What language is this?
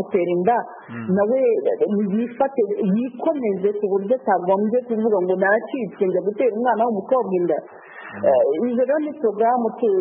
Kinyarwanda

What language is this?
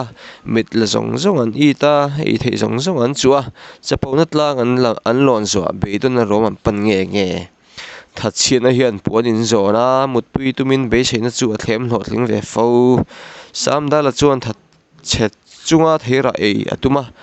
Mizo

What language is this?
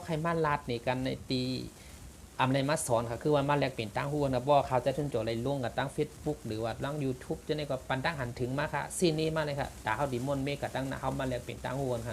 Shan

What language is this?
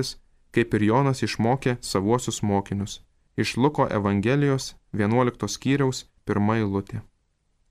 Lithuanian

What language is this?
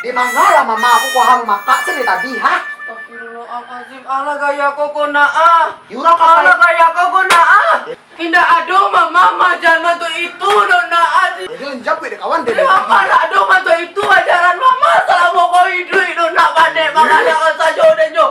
Minangkabau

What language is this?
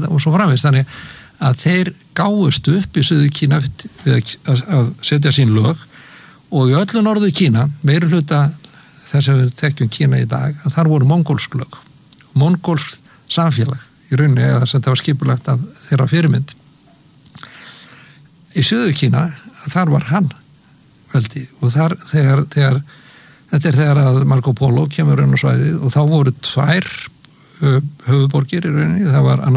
Icelandic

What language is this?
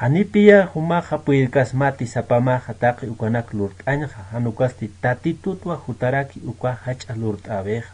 Aymara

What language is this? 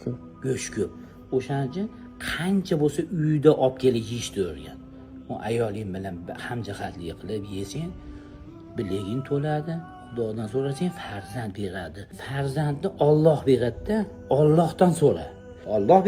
Uzbek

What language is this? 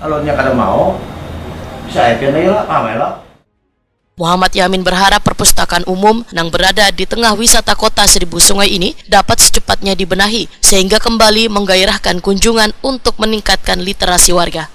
Banjar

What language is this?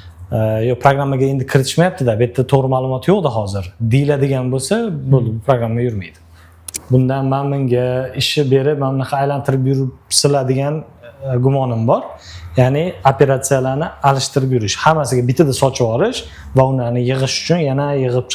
Uzbek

